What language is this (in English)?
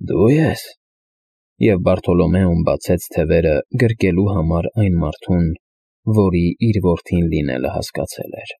Armenian